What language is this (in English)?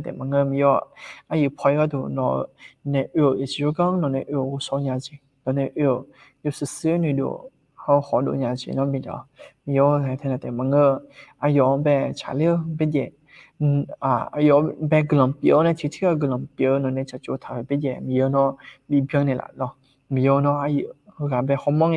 Akha